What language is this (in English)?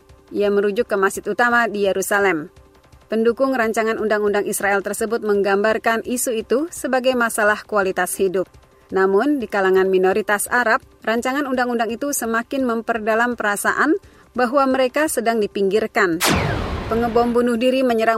Indonesian